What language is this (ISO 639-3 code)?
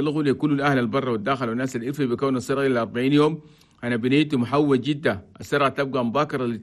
shu